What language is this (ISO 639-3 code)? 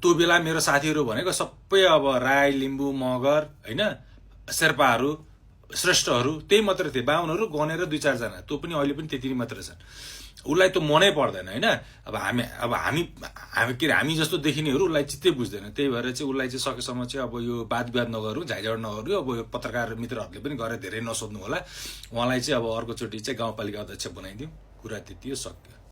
nep